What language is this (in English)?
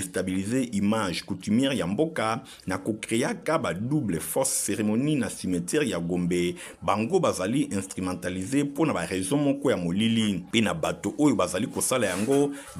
Lingala